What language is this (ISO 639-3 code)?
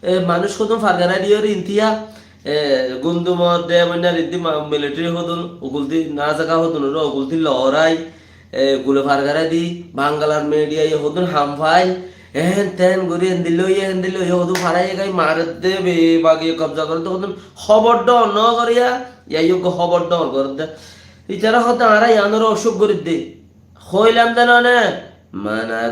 rhg